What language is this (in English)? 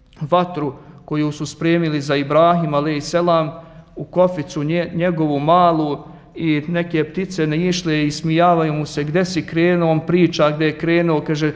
Bosnian